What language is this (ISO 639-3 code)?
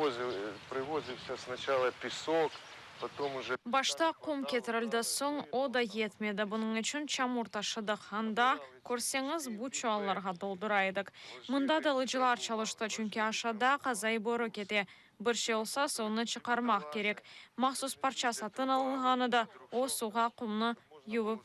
crh